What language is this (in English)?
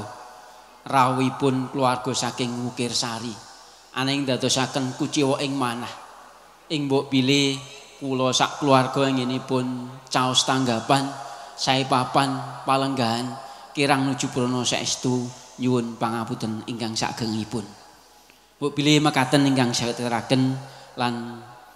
Javanese